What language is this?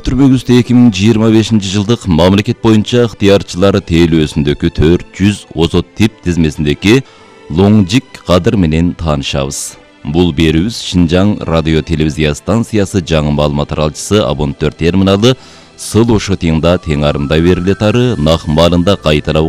Kyrgyz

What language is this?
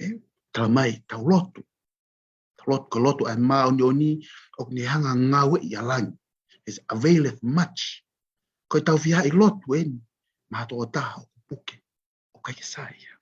Tongan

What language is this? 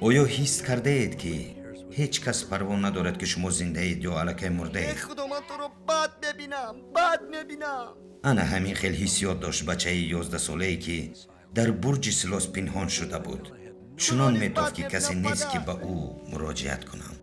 Tajik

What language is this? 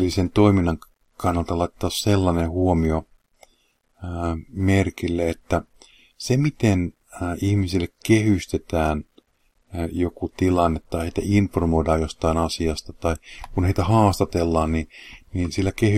Finnish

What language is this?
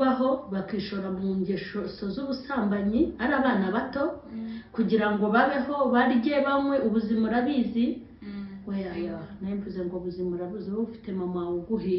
Kinyarwanda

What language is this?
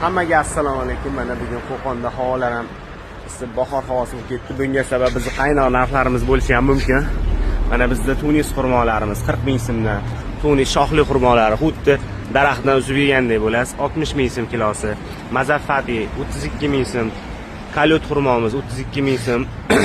Uzbek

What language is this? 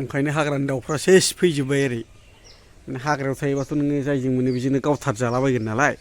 Bodo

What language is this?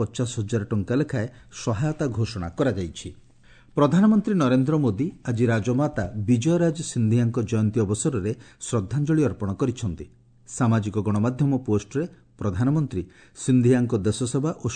Odia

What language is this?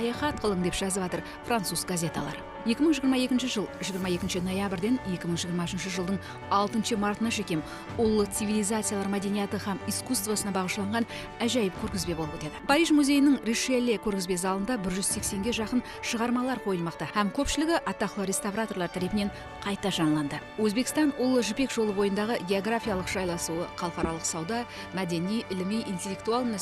Kara-Kalpak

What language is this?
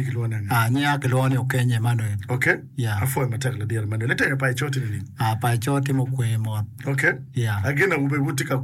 Acoli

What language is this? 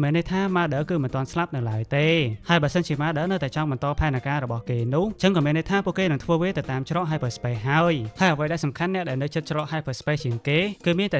Khmer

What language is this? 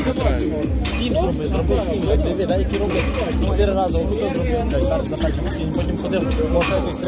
Ukrainian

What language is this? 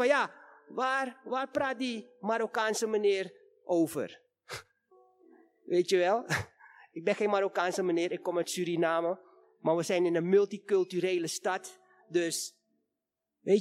Dutch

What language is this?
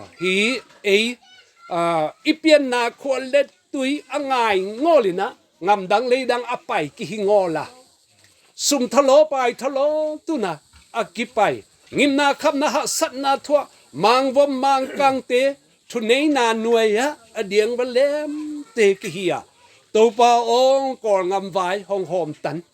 Tedim Chin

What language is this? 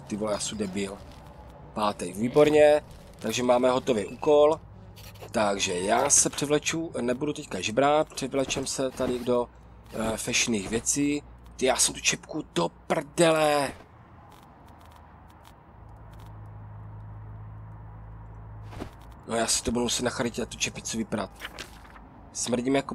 Czech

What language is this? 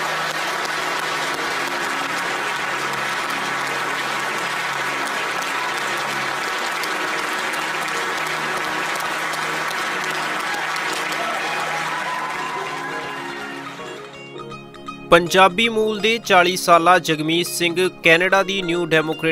Punjabi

